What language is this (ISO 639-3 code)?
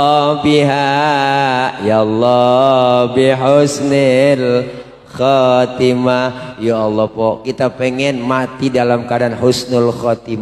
bew